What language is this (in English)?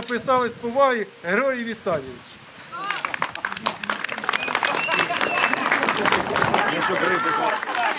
Ukrainian